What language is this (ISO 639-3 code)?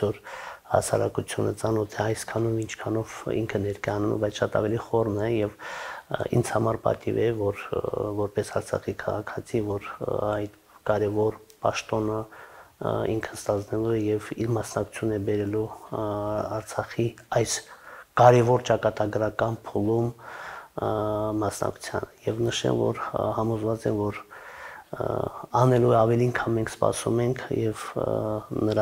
hye